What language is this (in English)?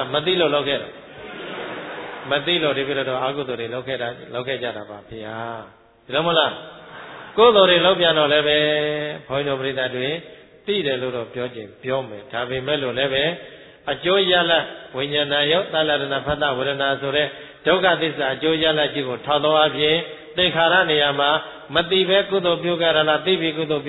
Burmese